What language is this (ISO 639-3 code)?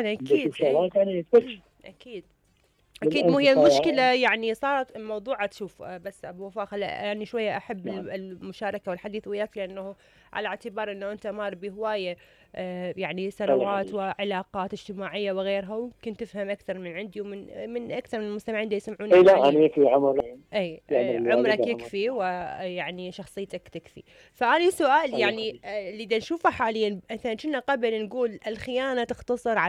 acm